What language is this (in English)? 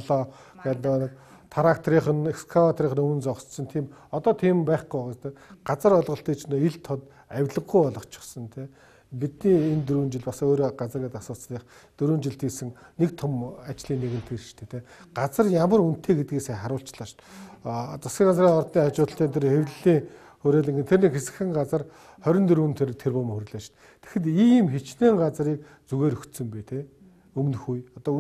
Mongolian